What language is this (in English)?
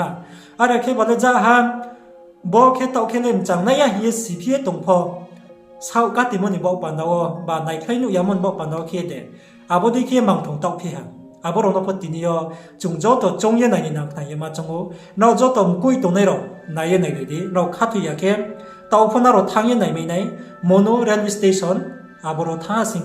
Riang (India)